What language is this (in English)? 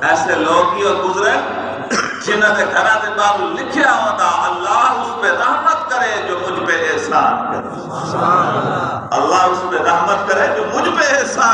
Saraiki